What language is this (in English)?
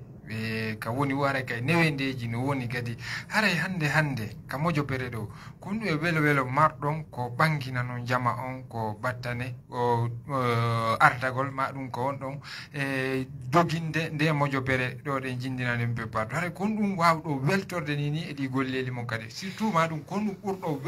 Fula